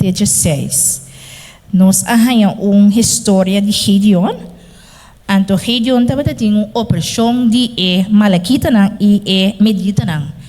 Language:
Papiamento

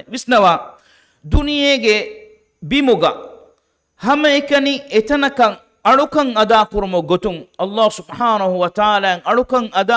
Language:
Divehi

